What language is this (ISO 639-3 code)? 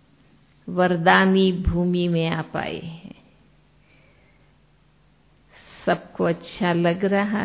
hin